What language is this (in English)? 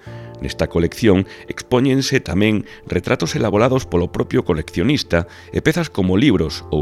Galician